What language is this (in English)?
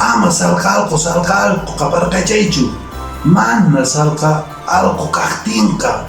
Quechua